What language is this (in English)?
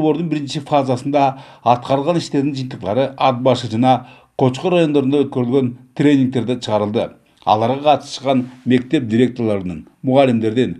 Kyrgyz